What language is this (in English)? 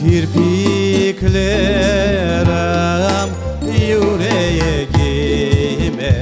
Crimean Tatar